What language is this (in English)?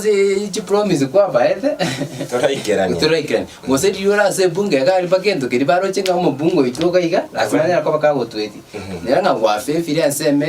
Gusii